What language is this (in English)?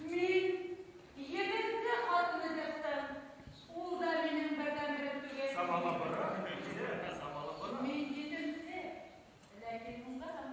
Bashkir